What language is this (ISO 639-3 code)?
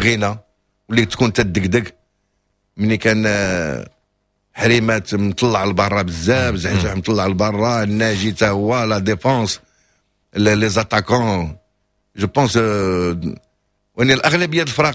ary